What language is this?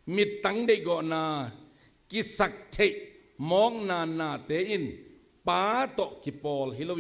Tedim Chin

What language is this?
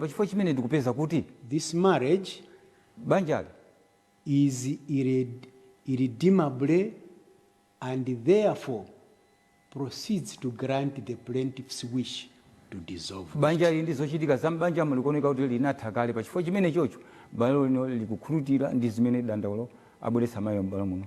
Nyanja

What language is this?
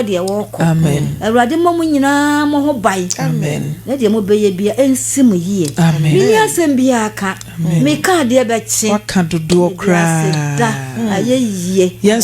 Akan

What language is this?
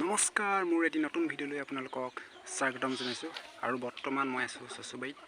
Assamese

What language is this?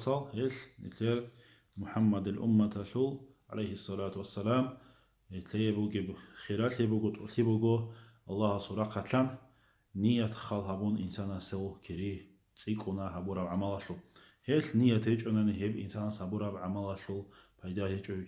Avaric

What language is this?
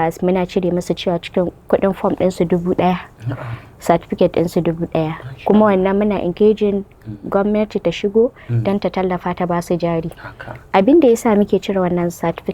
Hausa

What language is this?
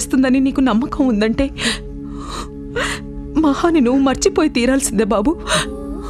Telugu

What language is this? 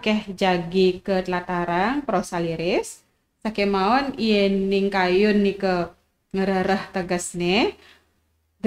Balinese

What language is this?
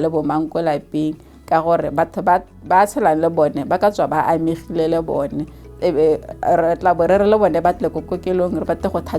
Tswana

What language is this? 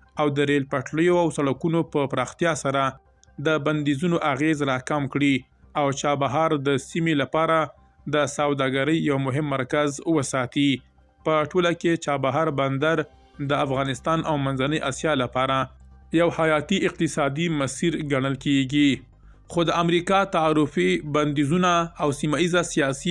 Pashto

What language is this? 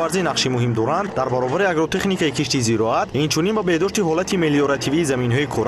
Tajik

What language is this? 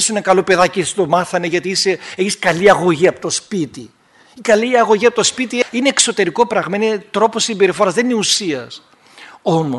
Greek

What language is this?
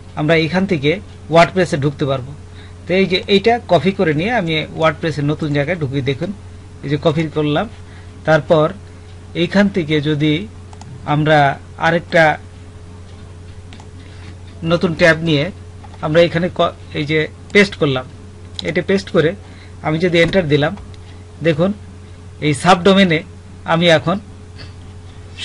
Bangla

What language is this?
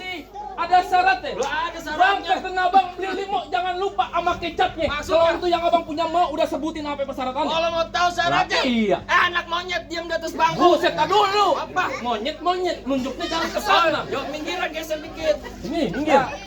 Betawi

